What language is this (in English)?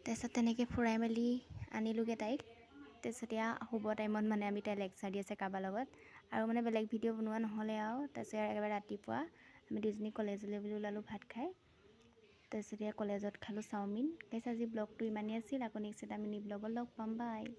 Assamese